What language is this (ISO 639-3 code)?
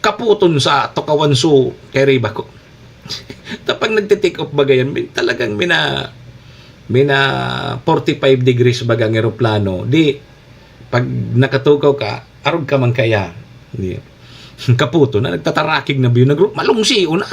bik